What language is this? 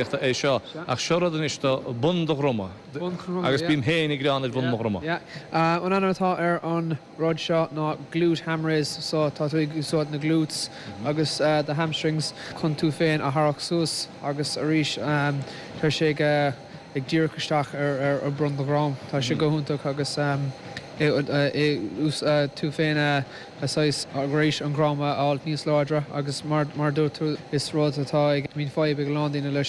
Irish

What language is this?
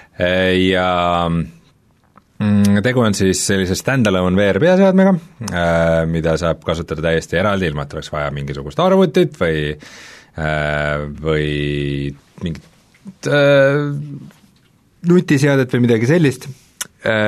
Estonian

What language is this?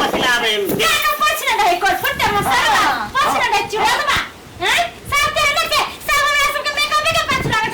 Maithili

